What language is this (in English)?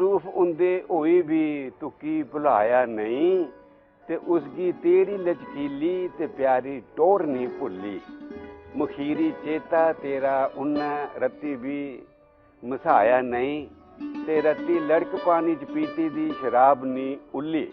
Dogri